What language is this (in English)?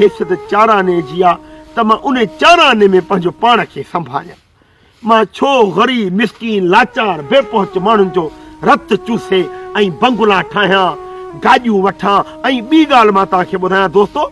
Sindhi